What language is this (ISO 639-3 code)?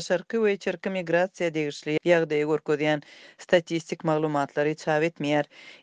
tuk